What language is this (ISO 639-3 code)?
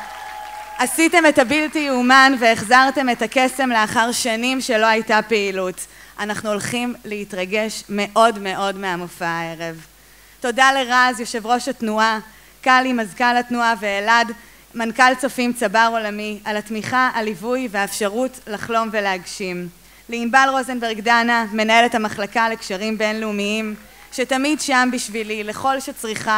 heb